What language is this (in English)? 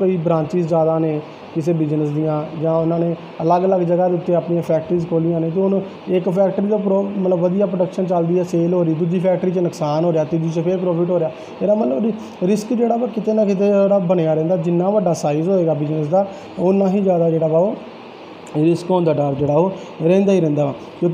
Punjabi